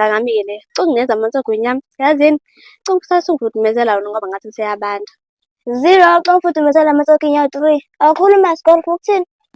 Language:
Zulu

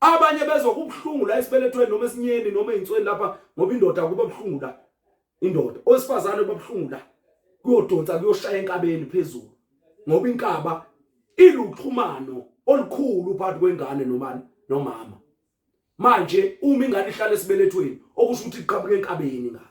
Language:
Zulu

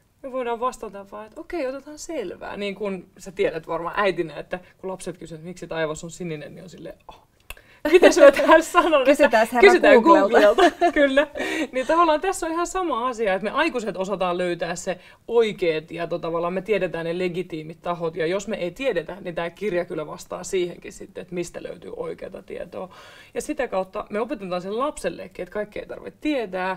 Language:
Finnish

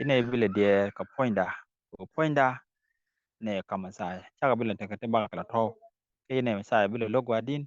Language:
Nuer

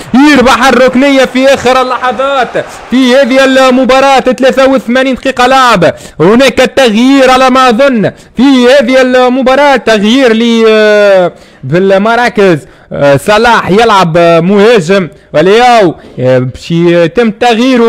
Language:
Arabic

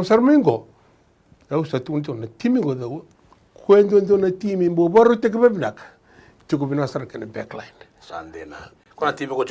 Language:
Fijian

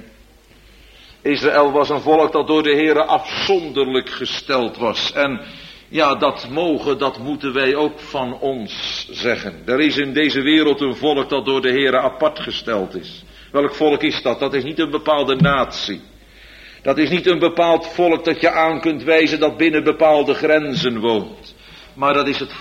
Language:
Dutch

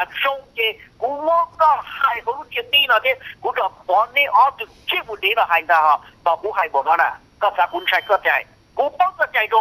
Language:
Hmong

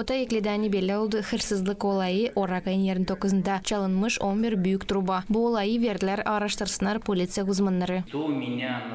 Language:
Gagauz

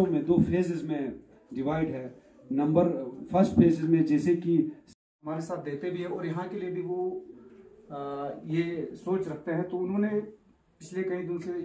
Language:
Hindi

